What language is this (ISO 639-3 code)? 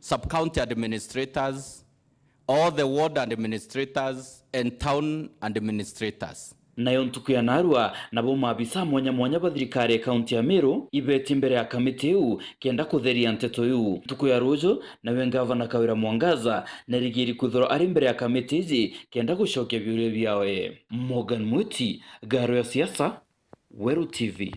mer